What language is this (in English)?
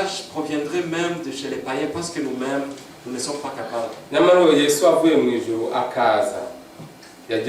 Kinyarwanda